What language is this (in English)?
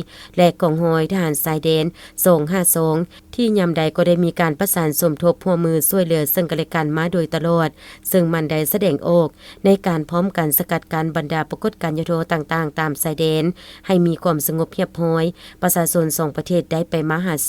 Lao